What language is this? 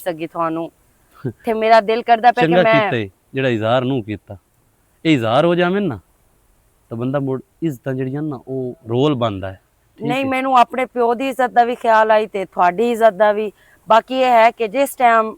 Western Panjabi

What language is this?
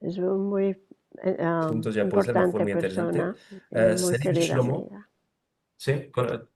Ladino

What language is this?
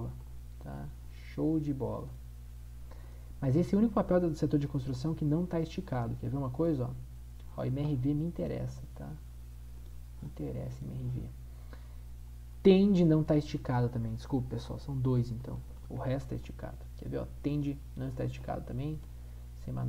Portuguese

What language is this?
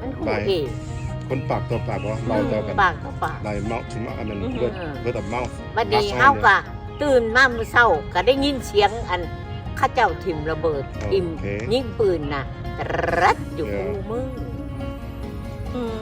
Lao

